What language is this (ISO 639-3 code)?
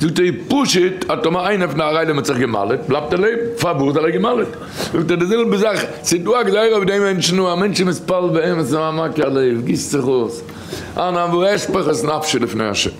yid